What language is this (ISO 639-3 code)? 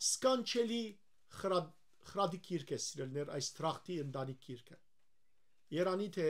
hyw